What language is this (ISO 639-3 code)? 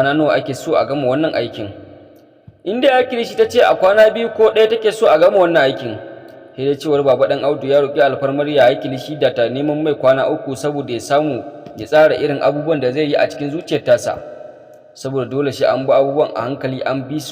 hau